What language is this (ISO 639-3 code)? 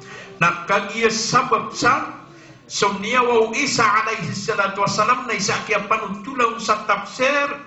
mrw